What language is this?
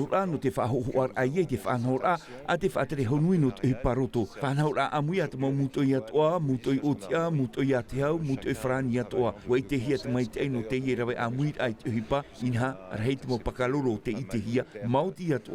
Tahitian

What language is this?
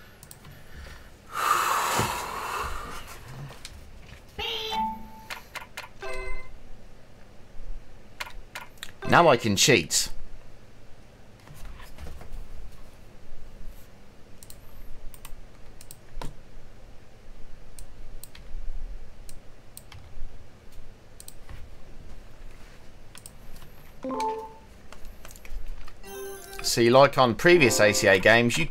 English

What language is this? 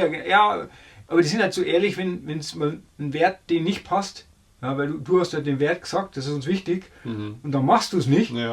Bavarian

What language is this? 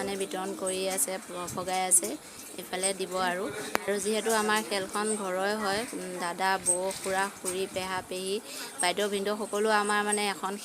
Assamese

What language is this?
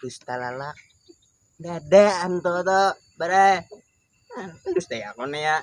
Banjar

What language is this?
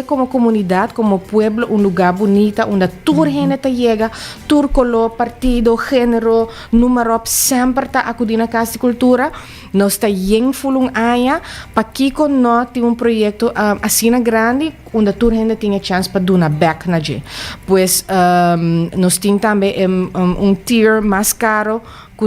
Papiamento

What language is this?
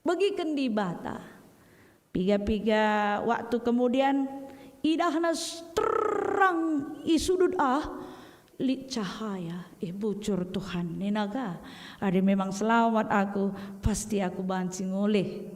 Batak Karo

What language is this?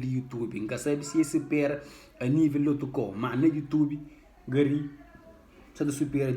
Kabuverdianu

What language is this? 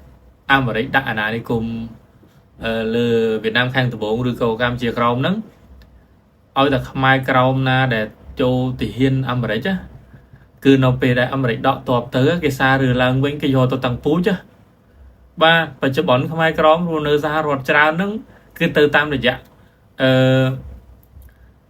Khmer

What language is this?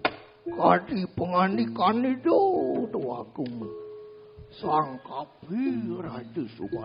Balinese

